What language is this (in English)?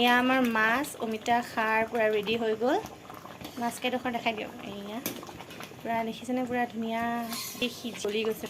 Assamese